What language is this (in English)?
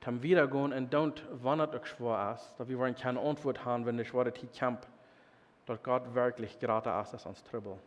Plautdietsch